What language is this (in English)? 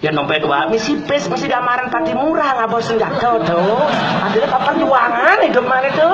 Balinese